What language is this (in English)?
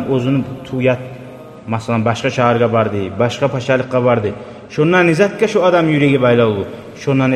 Kumyk